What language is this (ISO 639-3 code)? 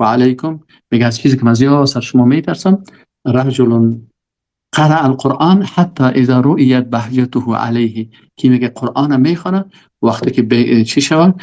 fas